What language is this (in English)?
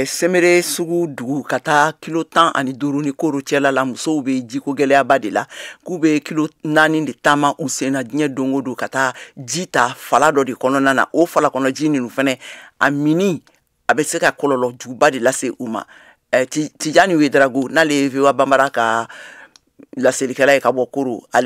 Bambara